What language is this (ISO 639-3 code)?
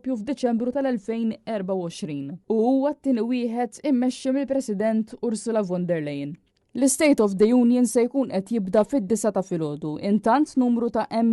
mlt